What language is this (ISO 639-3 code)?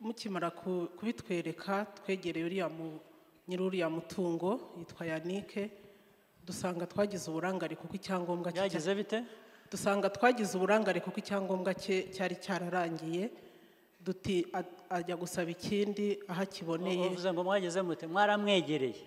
kin